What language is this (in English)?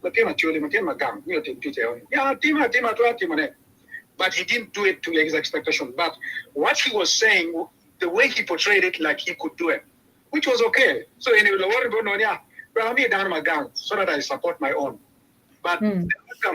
Acoli